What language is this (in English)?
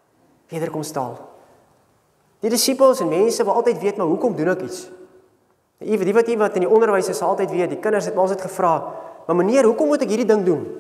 Afrikaans